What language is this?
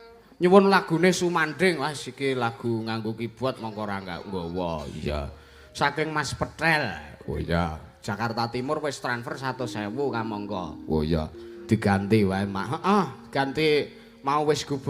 Javanese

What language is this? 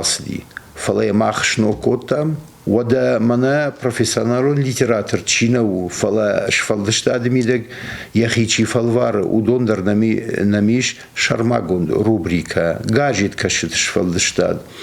Ossetic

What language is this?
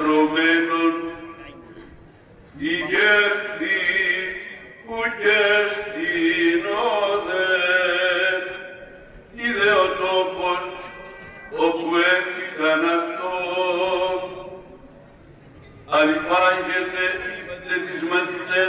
Greek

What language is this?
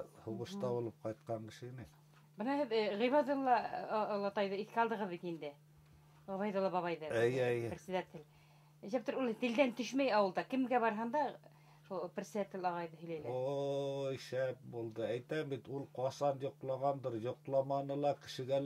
Bashkir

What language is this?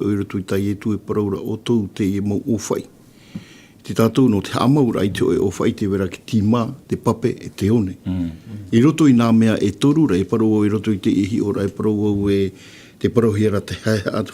Tahitian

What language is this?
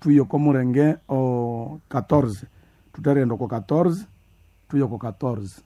Nande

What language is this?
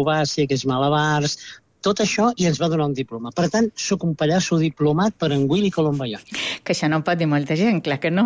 Catalan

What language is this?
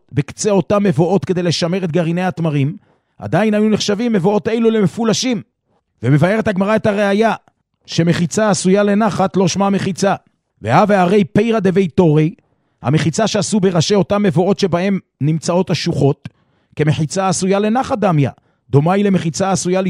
Hebrew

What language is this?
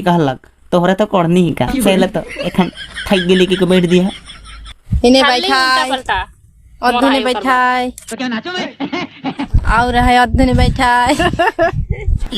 Sadri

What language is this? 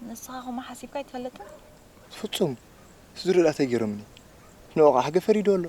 Tigrinya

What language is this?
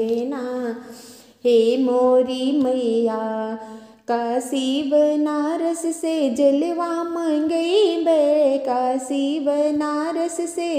Bhojpuri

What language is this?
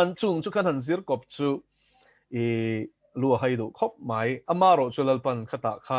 Mizo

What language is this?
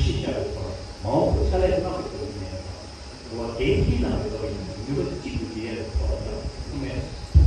Tibetan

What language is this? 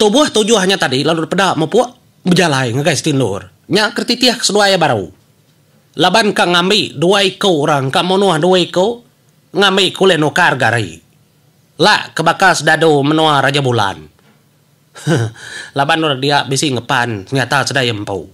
Iban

